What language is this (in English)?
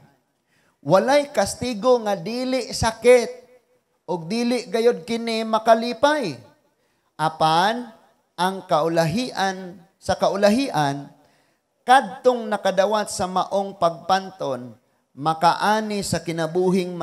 Cebuano